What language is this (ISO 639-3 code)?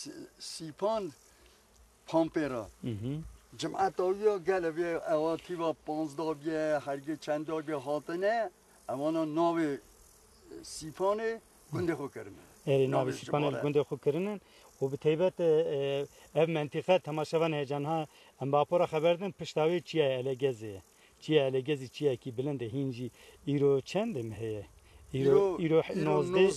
kur